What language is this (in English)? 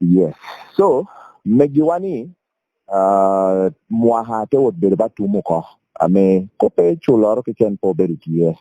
Lango (Uganda)